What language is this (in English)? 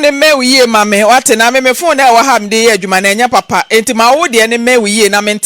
Akan